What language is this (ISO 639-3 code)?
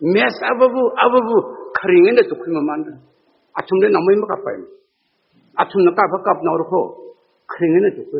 nmf